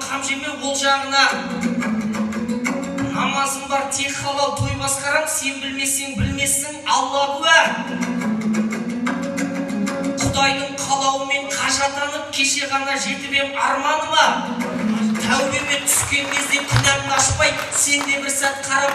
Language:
Kazakh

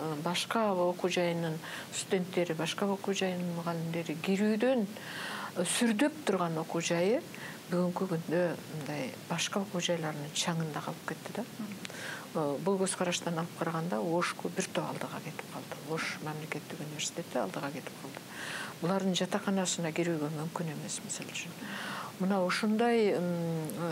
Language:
Kyrgyz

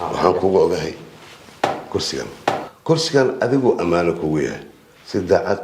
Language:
Somali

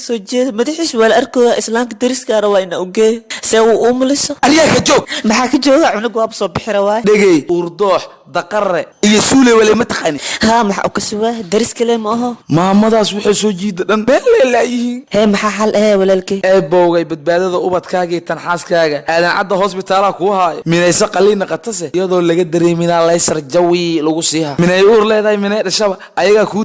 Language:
Somali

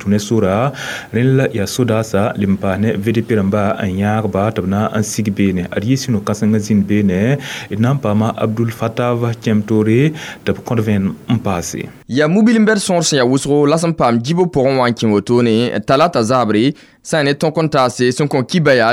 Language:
Mossi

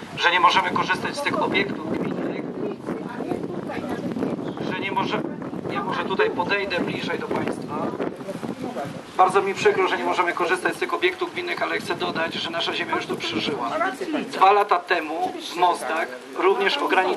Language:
Polish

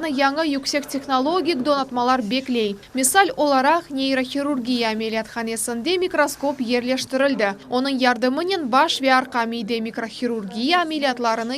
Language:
Crimean Tatar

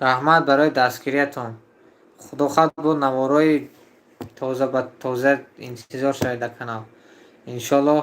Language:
Tajik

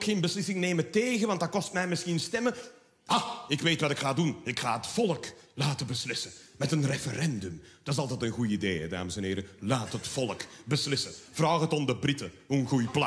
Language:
Dutch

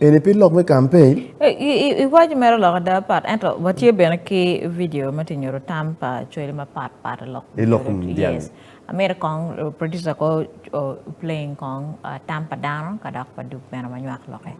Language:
Acoli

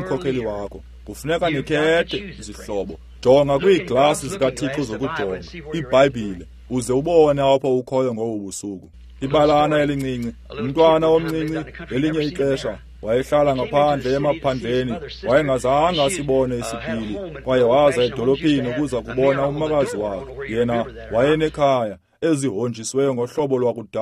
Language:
Xhosa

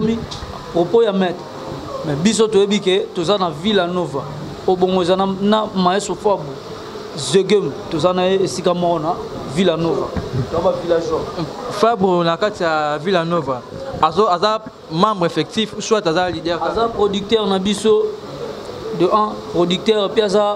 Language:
Lingala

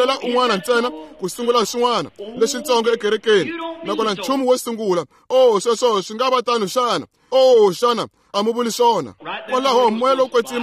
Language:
Tsonga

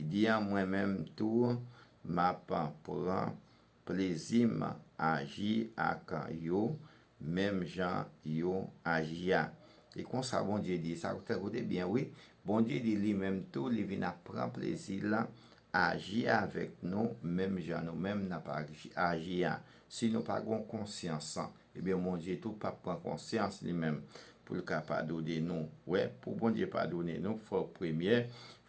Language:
Haitian Creole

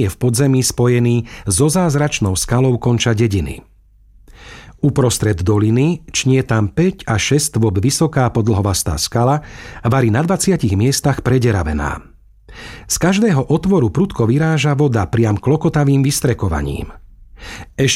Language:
Slovak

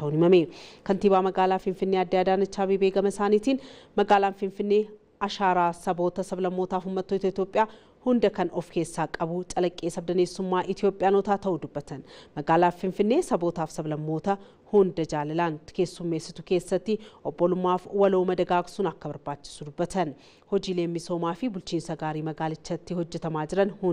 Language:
Oromo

